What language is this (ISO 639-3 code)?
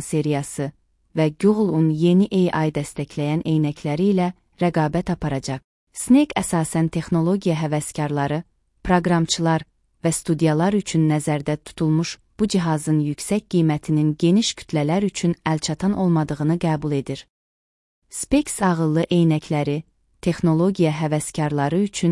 aze